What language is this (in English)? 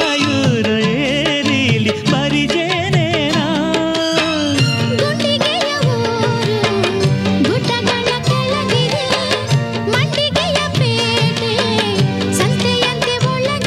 Kannada